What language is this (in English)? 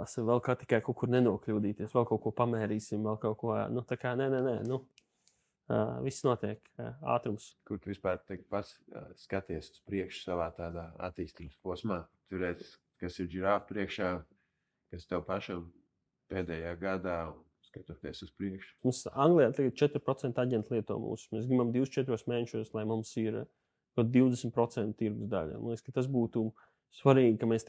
Latvian